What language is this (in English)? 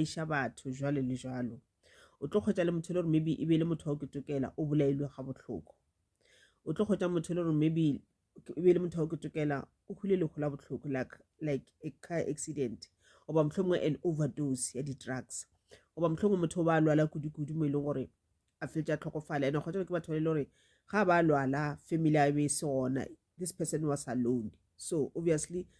Northern Sotho